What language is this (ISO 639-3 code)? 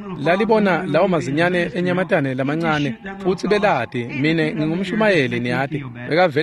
ssw